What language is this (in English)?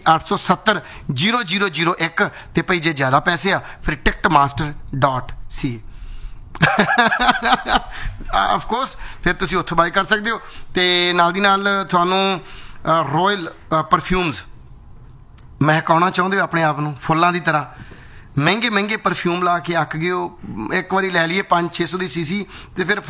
Punjabi